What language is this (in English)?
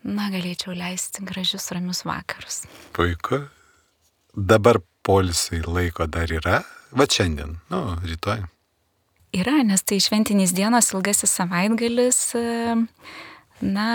Lithuanian